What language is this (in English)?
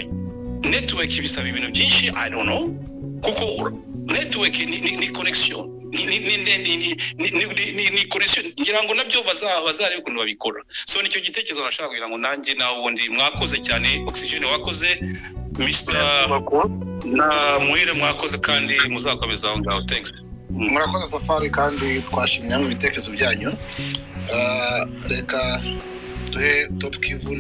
Kinyarwanda